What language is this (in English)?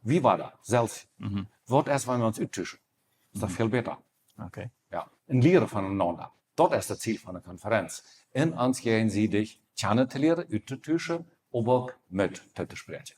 Plautdietsch